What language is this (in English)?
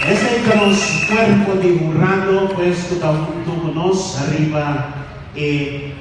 Papiamento